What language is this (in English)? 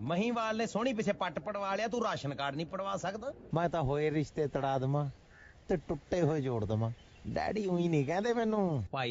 Punjabi